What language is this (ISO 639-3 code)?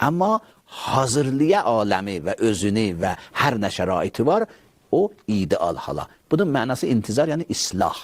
aze